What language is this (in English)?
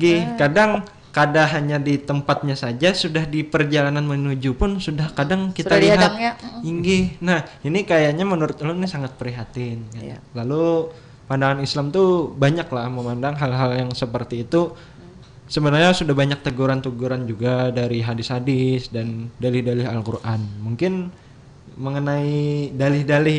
Banjar